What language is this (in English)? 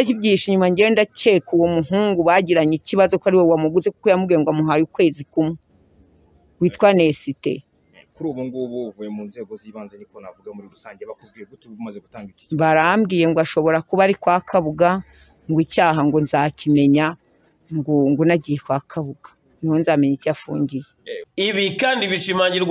Kinyarwanda